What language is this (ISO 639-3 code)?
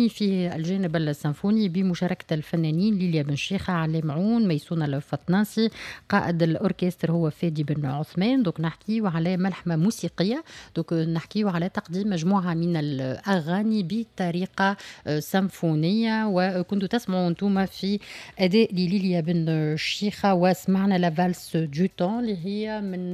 aeb